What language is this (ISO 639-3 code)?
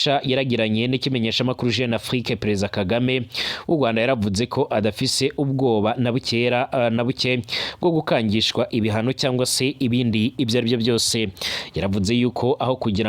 run